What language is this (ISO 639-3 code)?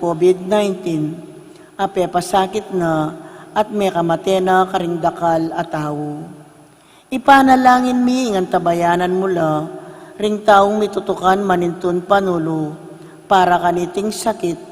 pam